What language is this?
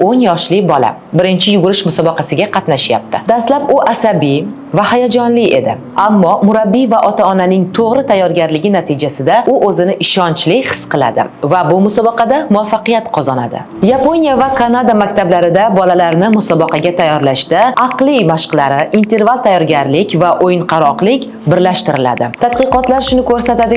Uzbek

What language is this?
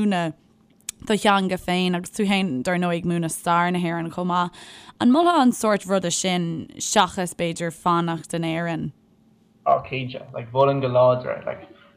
Irish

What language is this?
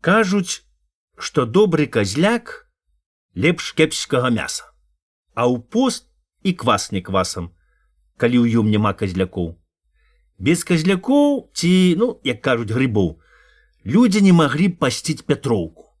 Belarusian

